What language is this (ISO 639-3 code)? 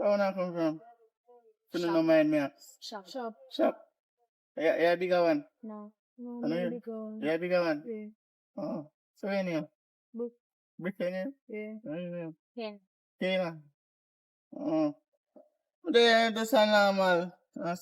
jam